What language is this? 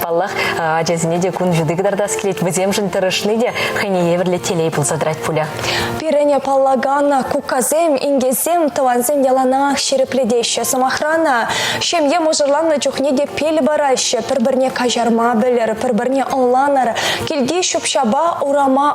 Chuvash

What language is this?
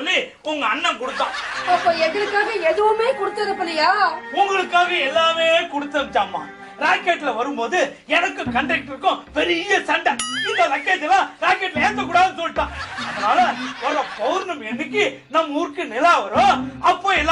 Tamil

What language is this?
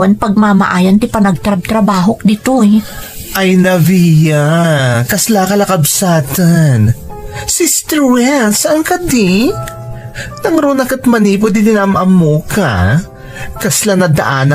Iloko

